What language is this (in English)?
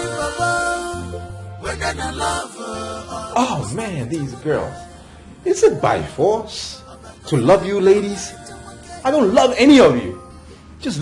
Nigerian Pidgin